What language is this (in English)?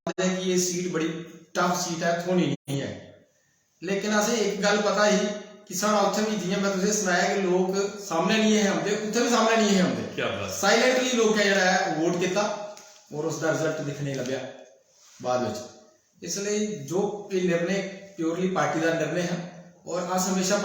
Dogri